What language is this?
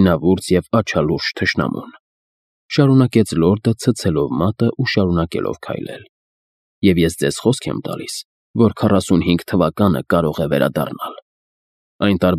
Armenian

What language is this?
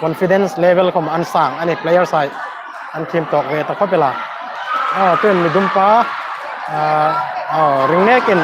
Hmar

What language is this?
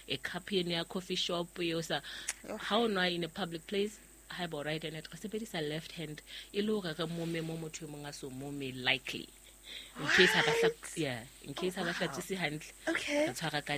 Southern Sotho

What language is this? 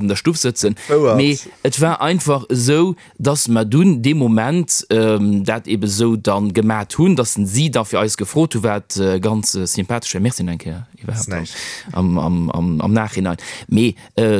Luxembourgish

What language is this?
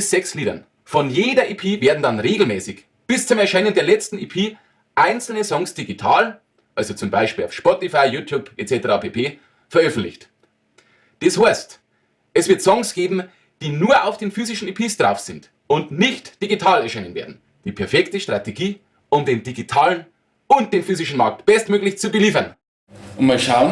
Bavarian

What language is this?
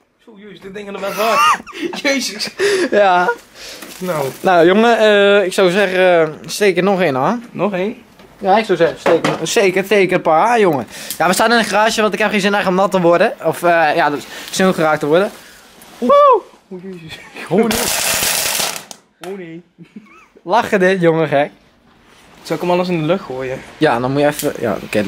Dutch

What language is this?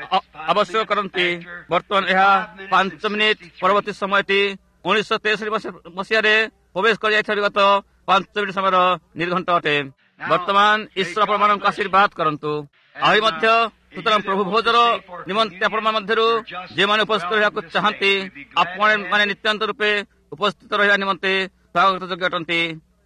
Odia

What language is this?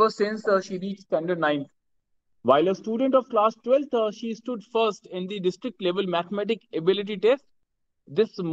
English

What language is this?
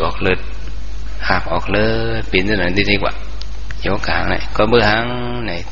Shan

